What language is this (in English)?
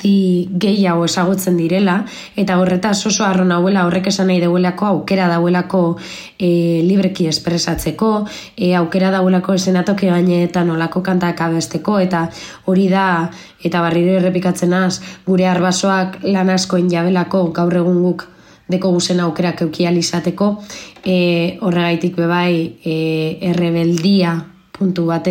Basque